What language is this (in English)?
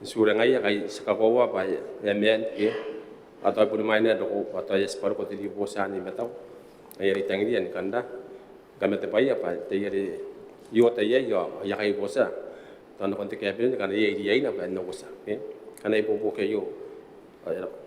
Gilbertese